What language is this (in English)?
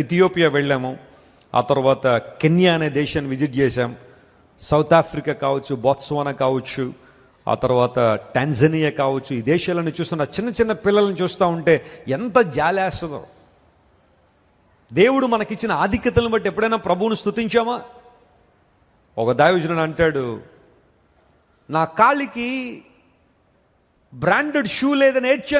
Telugu